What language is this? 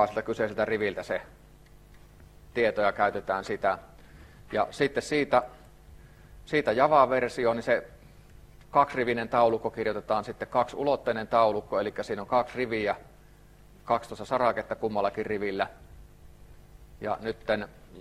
Finnish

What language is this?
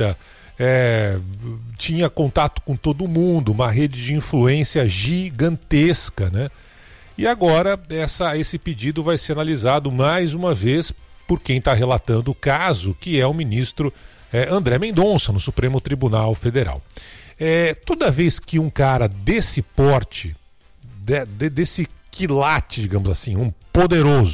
Portuguese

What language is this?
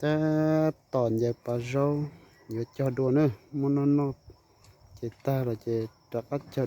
Hmong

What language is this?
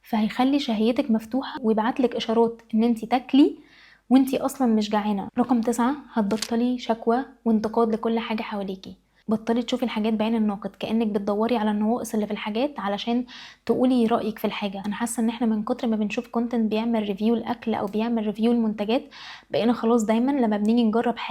Egyptian Arabic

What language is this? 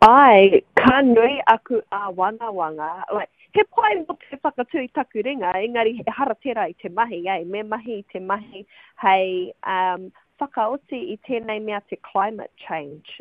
Māori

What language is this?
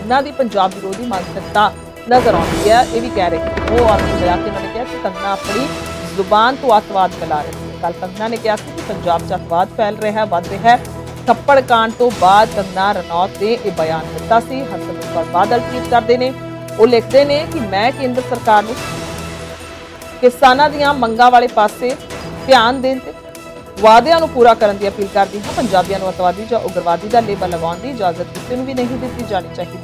Punjabi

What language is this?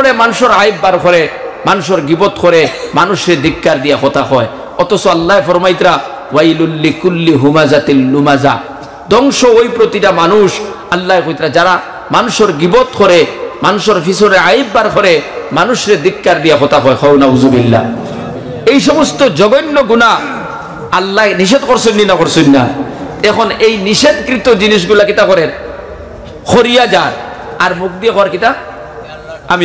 Sylheti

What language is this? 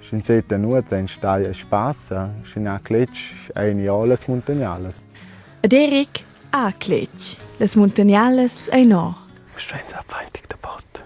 Romansh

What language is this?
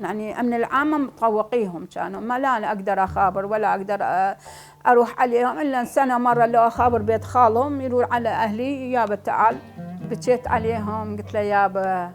Mesopotamian Arabic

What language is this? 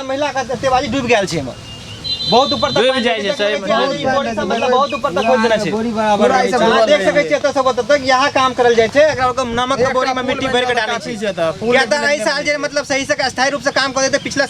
Maithili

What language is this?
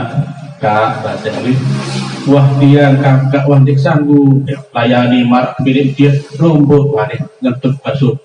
Sasak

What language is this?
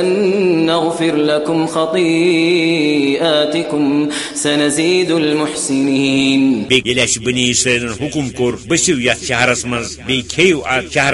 Kashmiri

